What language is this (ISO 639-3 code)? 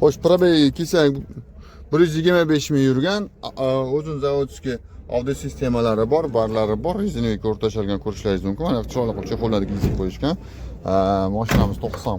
uzb